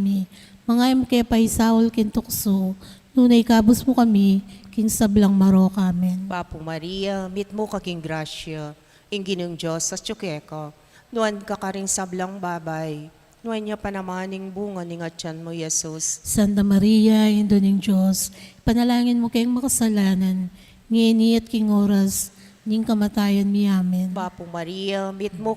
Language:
Pampanga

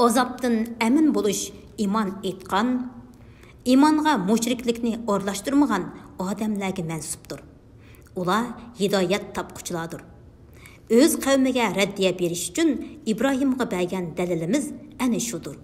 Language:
Uyghur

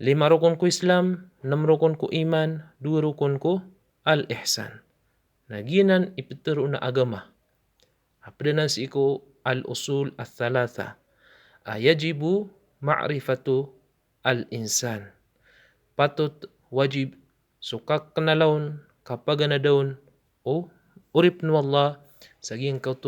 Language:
Maranao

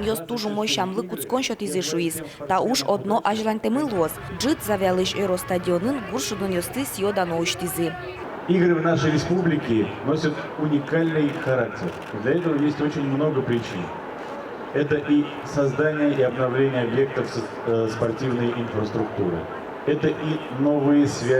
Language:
Udmurt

